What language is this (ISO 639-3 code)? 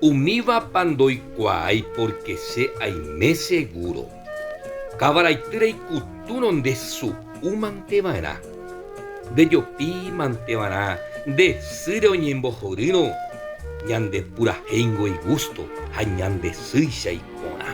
grn